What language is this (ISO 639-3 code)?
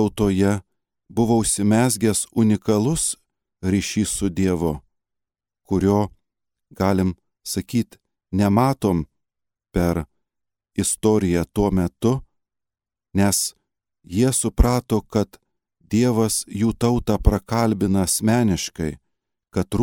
lit